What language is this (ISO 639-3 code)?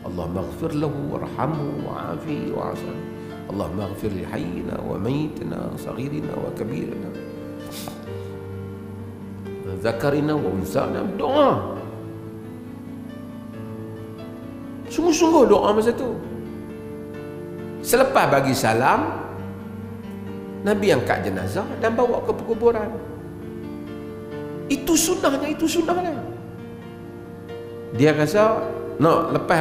msa